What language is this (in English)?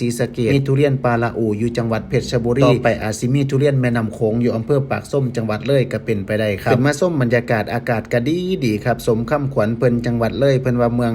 Lao